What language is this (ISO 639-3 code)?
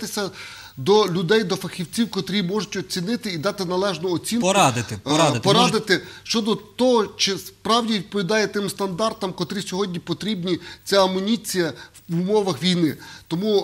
ukr